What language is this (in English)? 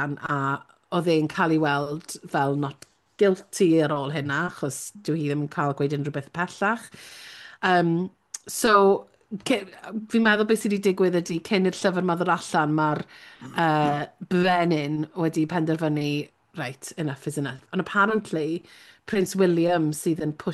Welsh